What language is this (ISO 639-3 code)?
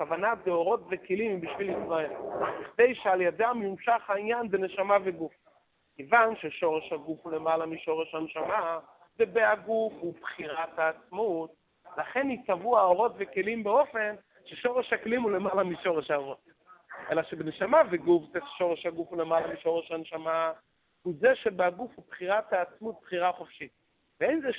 heb